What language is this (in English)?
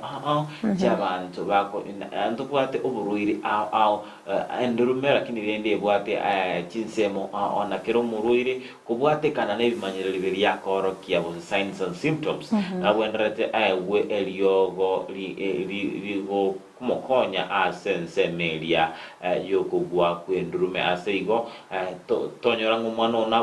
Gusii